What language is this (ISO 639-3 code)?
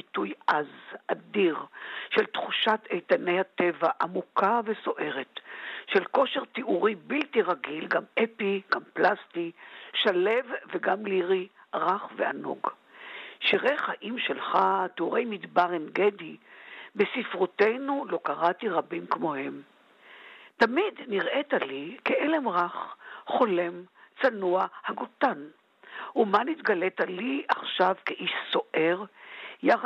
heb